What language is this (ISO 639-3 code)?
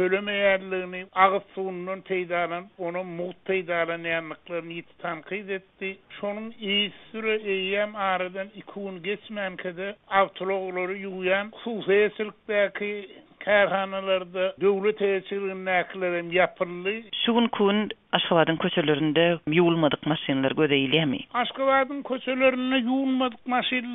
tuk